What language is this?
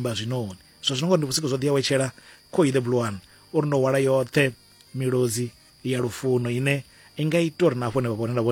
Venda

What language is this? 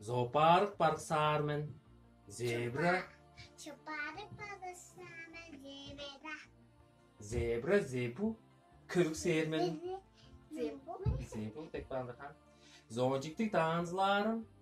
Tuvinian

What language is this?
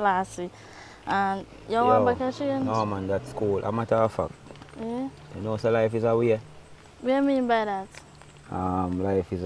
Jamaican Creole English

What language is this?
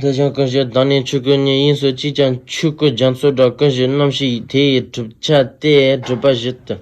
Tibetan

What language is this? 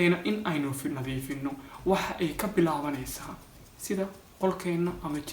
Somali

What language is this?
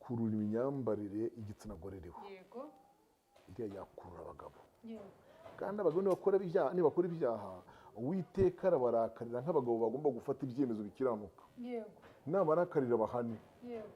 Kinyarwanda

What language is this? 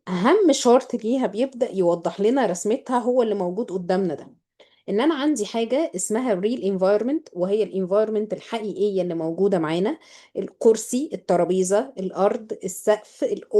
Egyptian Arabic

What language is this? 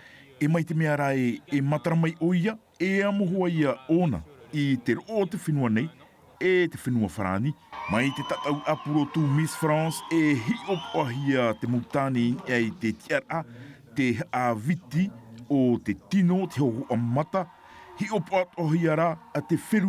Tahitian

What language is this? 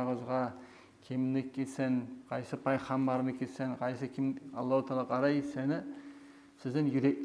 Kumyk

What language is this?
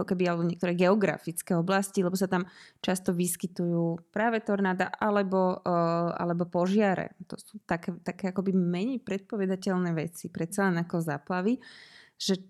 Slovak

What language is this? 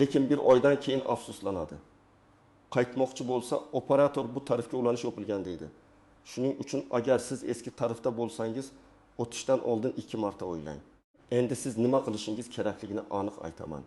Uzbek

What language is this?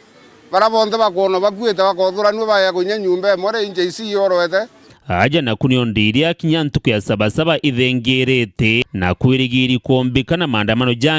Meru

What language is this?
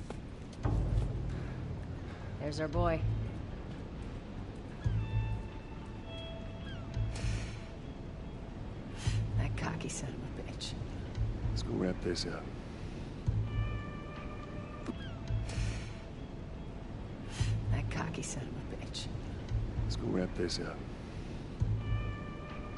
English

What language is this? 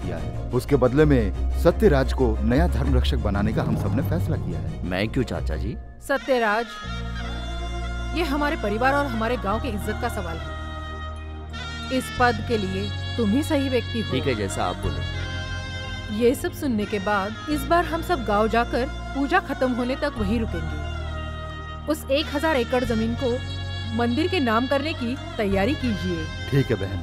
Hindi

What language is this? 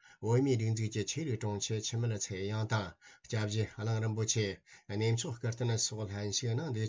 Tibetan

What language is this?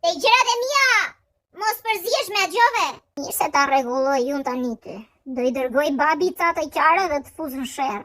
Albanian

